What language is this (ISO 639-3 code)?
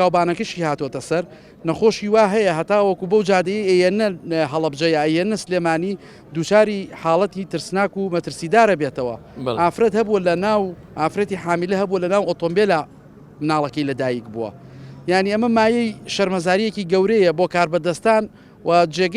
ckb